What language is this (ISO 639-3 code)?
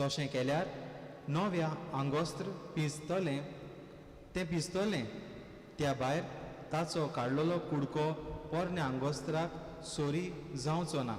kok